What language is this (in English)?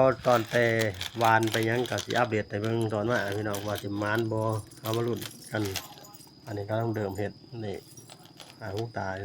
Lao